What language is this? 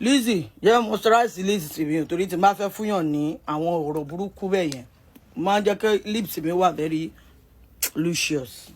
Yoruba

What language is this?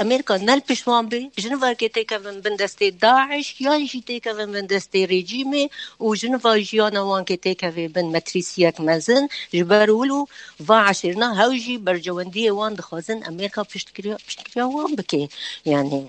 Kurdish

